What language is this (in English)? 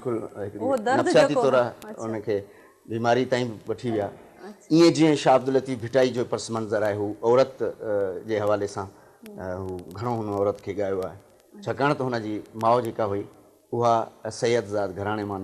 Sindhi